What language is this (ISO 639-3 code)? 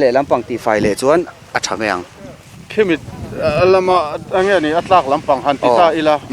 lus